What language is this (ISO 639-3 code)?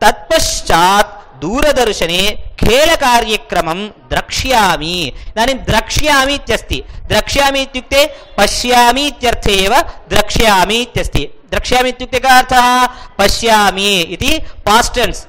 san